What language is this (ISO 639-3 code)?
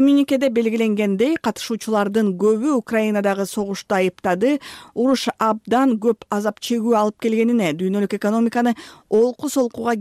kir